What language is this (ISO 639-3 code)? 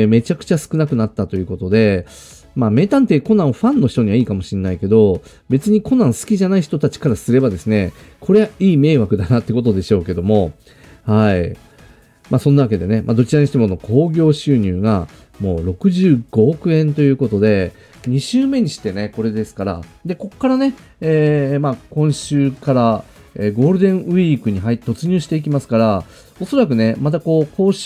jpn